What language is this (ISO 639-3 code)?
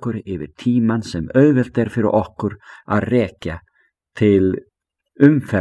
isl